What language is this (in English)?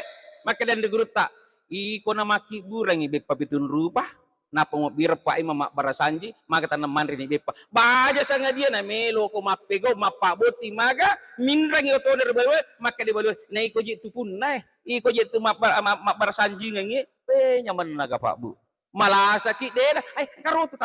Buginese